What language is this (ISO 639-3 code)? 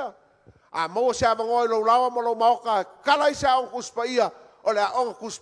smo